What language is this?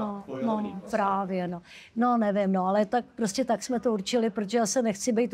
Czech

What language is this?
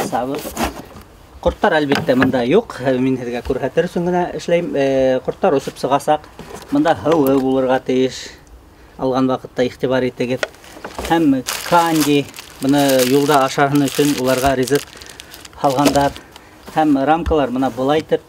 Bashkir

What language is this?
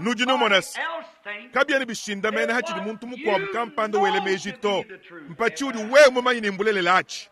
Luba-Lulua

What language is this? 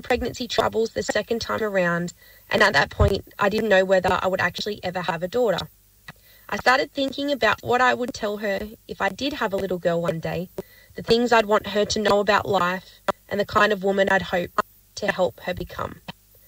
English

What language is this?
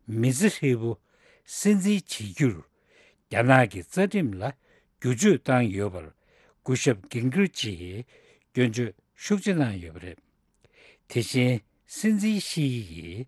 Tibetan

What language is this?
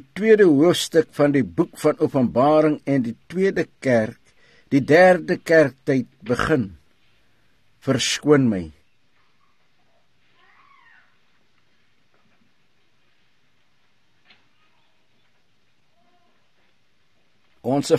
Afrikaans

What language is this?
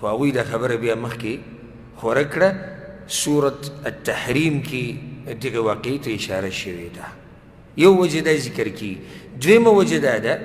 Pashto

